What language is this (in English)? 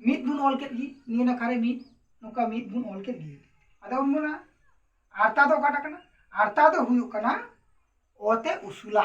Santali